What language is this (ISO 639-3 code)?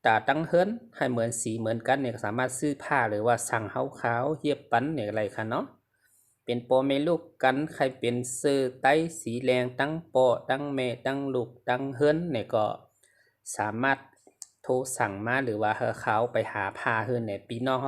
shn